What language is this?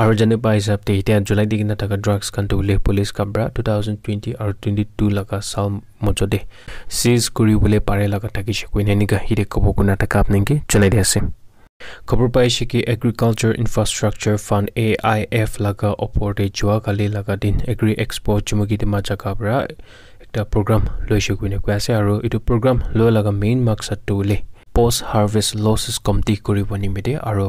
Naga Pidgin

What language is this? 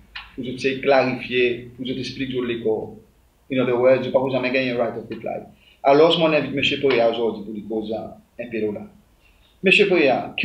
Seselwa Creole French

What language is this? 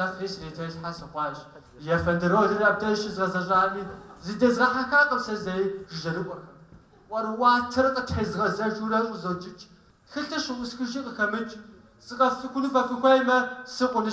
Kabardian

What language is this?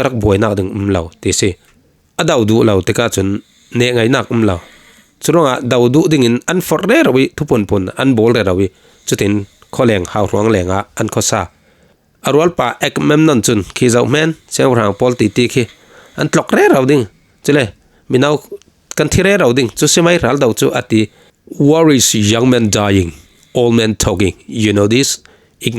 Falam Chin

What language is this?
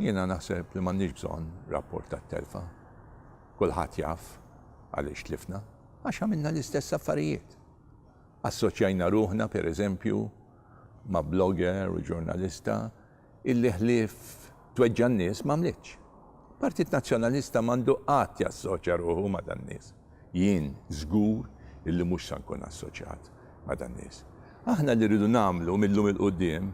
Maltese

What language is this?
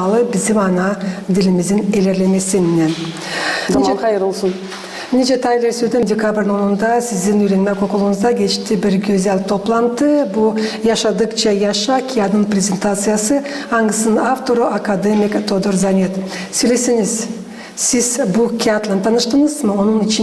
Gagauz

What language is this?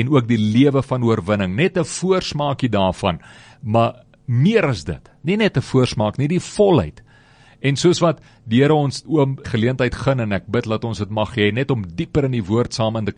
Afrikaans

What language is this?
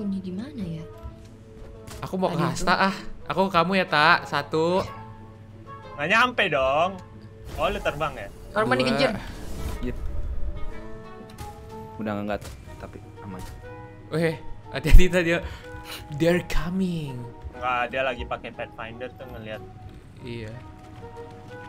Indonesian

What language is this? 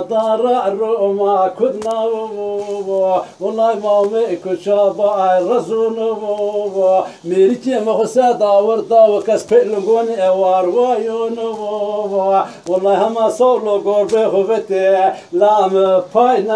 Zaza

